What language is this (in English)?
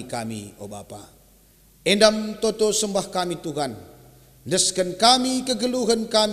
Batak Karo